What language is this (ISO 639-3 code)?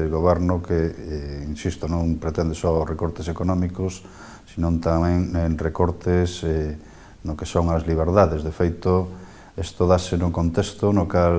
glg